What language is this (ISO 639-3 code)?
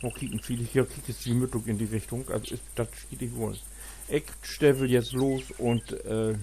nds